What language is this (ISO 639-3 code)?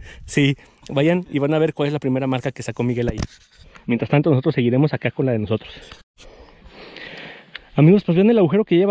spa